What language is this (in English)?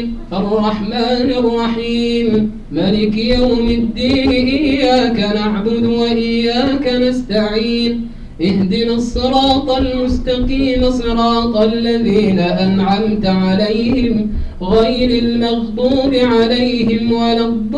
Arabic